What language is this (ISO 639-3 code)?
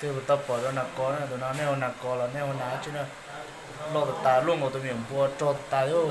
hmn